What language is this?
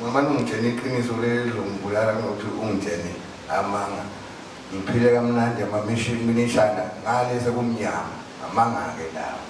Zulu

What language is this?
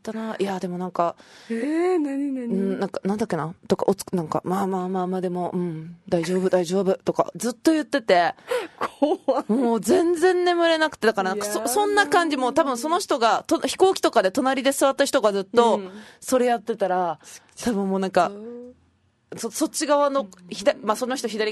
Japanese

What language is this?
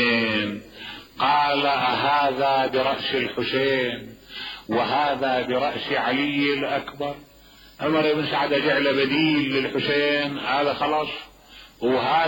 Mesopotamian Arabic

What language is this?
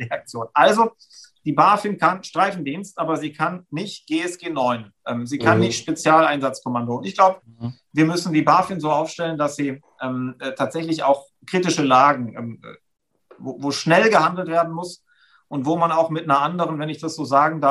German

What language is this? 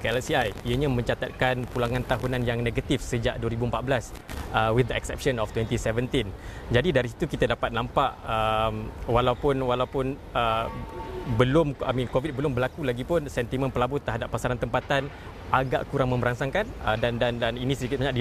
Malay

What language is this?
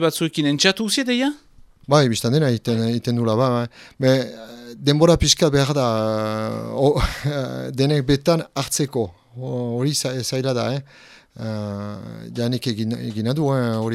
Basque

